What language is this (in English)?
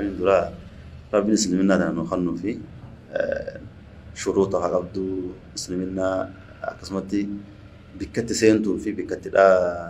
Oromo